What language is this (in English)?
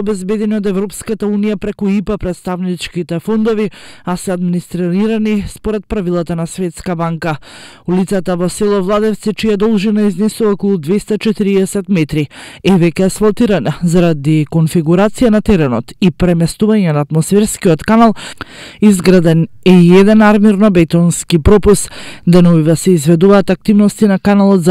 Macedonian